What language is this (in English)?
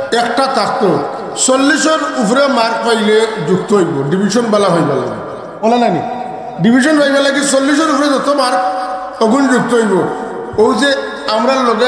Sylheti